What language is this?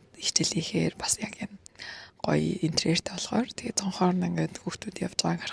Mongolian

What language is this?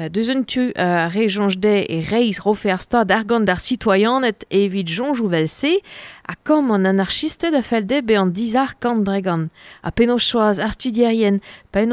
Breton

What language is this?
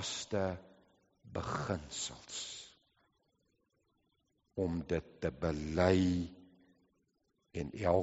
Afrikaans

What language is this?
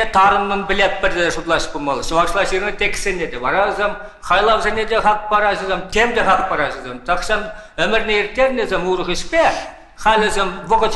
Chuvash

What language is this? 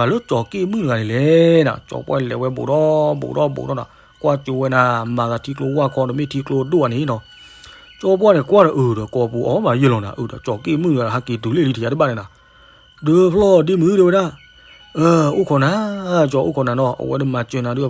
S'gaw Karen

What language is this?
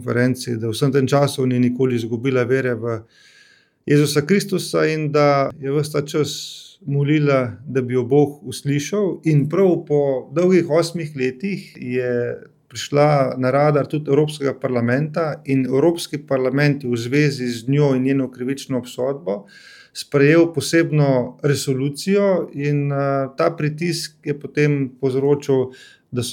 Slovenian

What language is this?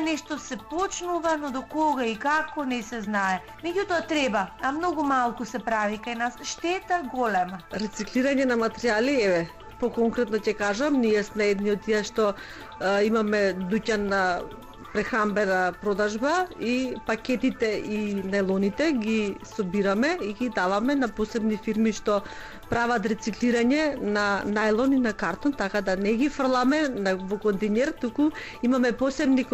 Macedonian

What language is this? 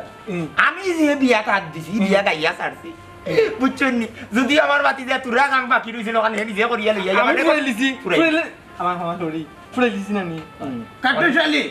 Sylheti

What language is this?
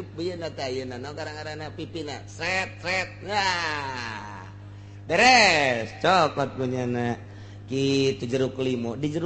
Sundanese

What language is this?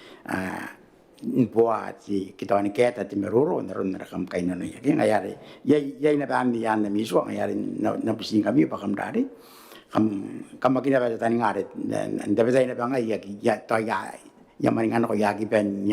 Gilbertese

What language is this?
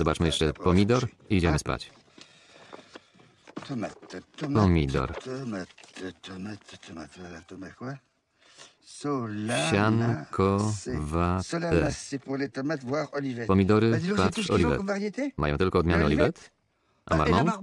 Polish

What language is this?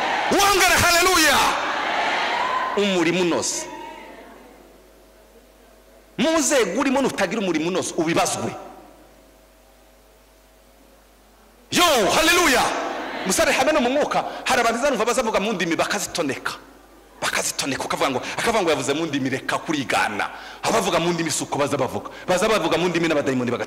Kinyarwanda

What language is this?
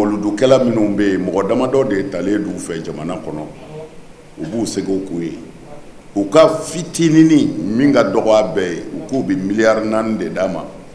Bambara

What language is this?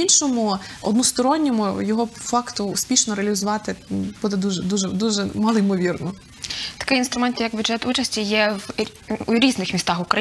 Ukrainian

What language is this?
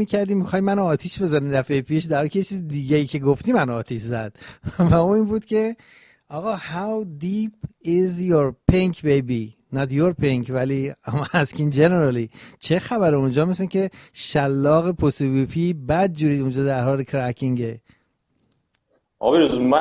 Persian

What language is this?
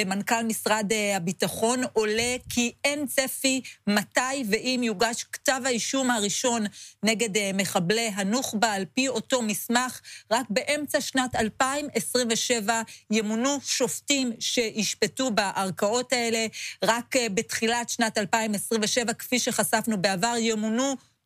Hebrew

